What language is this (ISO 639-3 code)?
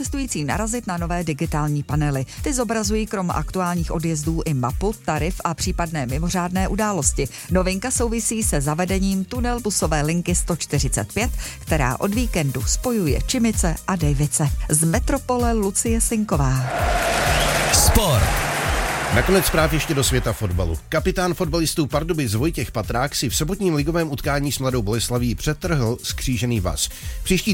ces